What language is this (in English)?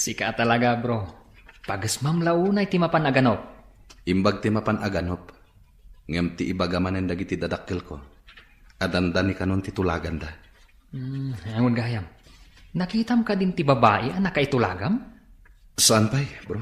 Iloko